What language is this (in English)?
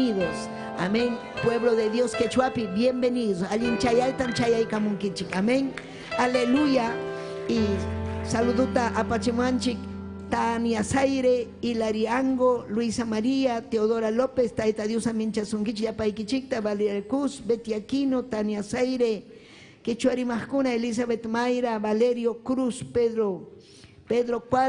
Ayacucho Quechua